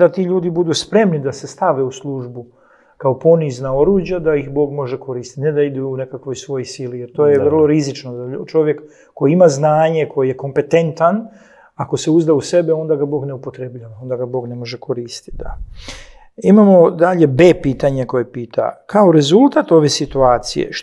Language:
Croatian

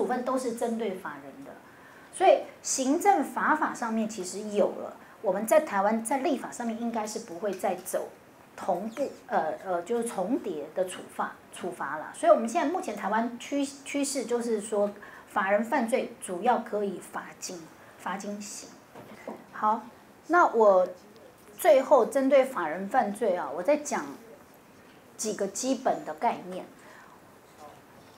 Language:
Chinese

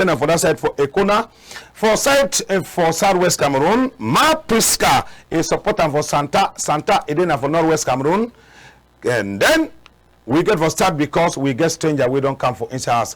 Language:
Cameroon Pidgin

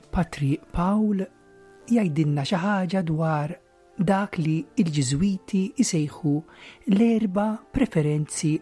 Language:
Maltese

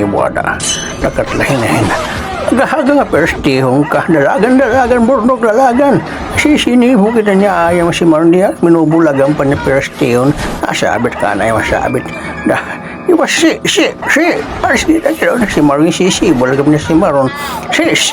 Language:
Waray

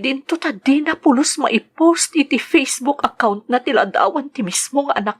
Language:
Iloko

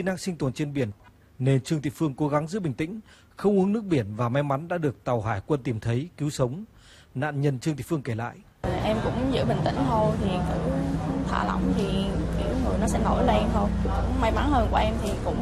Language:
Vietnamese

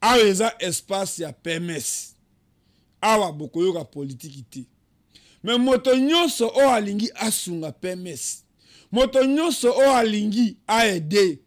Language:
Lingala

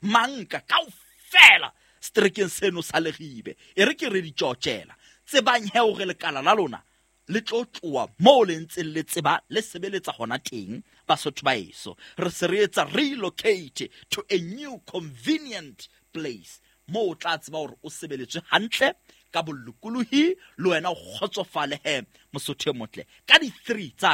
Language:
Southern Sotho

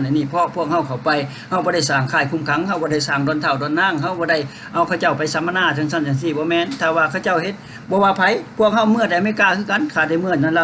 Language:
Lao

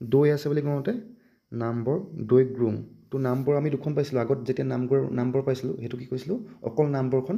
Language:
Assamese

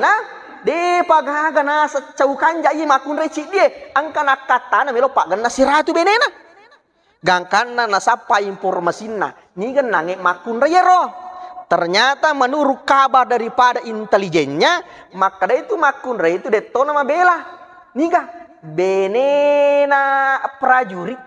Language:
Buginese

